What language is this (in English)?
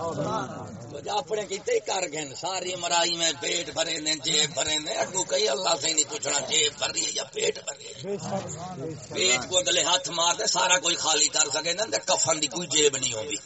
Saraiki